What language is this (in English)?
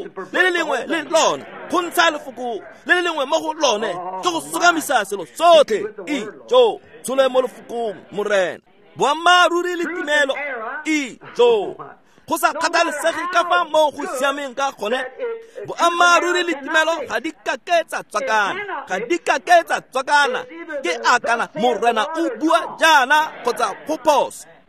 Tswana